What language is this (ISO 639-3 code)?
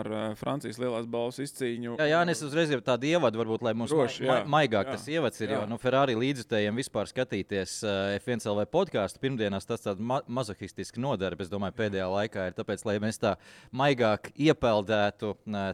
lav